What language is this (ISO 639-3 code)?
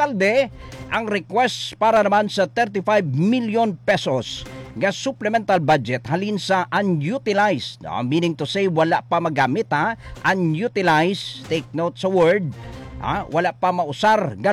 hil